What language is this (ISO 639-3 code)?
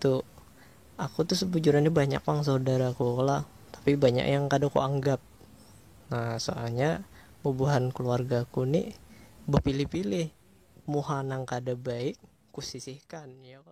bjn